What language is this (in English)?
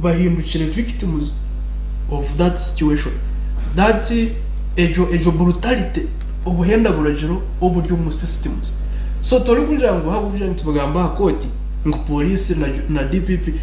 Nyankole